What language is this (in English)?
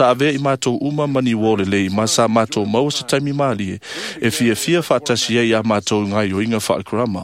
Samoan